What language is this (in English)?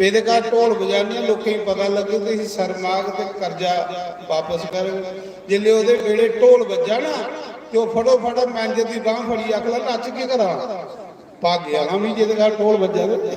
Dogri